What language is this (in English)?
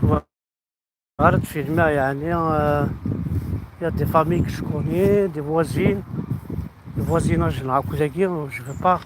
Kabyle